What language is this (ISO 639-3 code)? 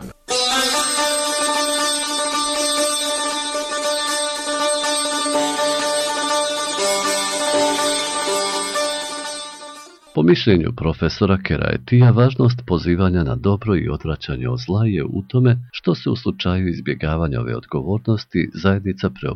bos